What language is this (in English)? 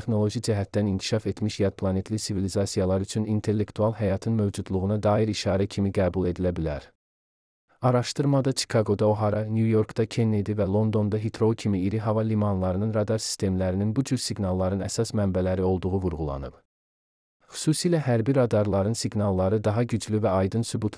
Azerbaijani